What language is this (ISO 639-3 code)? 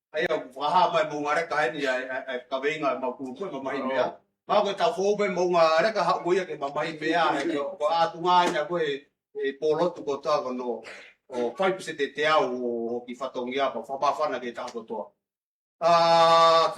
ton